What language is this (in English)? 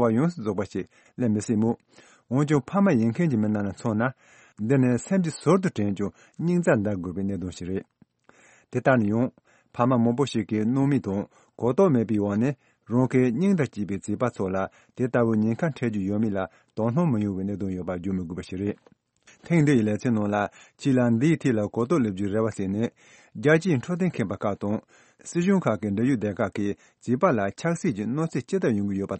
Tibetan